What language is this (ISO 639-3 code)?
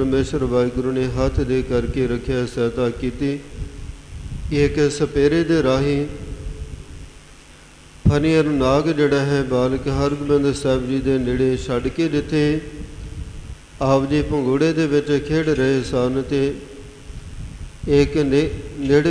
pan